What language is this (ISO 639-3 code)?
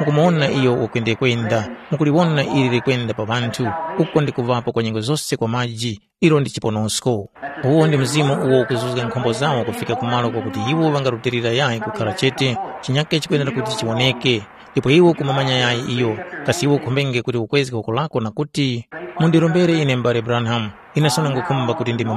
tum